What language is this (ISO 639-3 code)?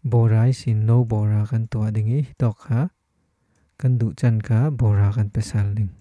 cfm